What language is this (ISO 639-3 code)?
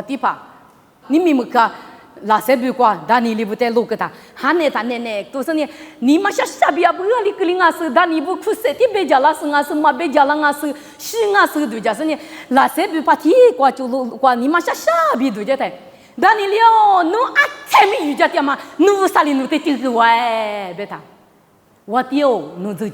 lis